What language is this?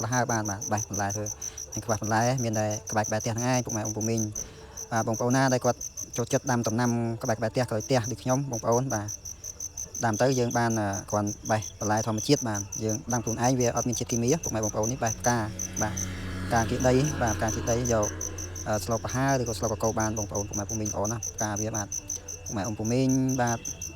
Khmer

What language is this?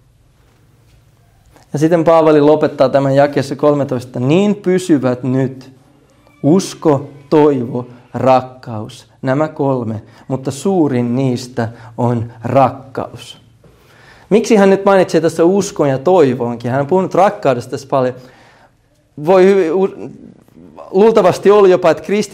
Finnish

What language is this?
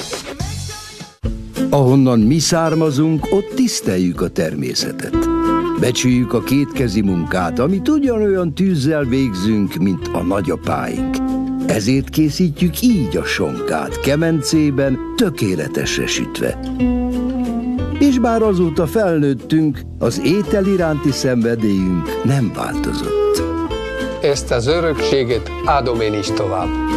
Hungarian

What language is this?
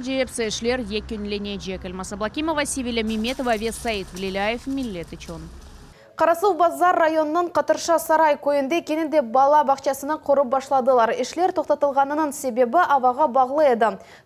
Crimean Tatar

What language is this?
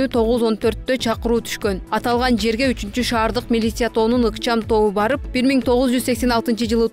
Kyrgyz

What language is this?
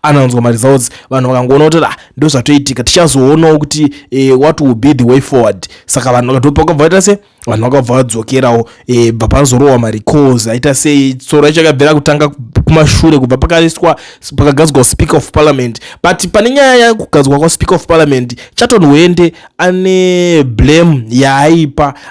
Shona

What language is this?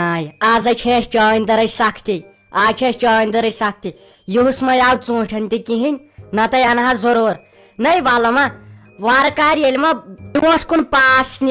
Kashmiri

